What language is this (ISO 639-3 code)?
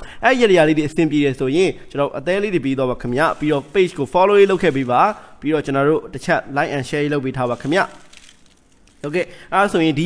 mya